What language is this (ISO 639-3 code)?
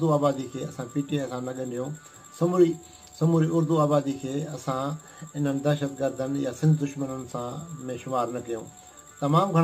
snd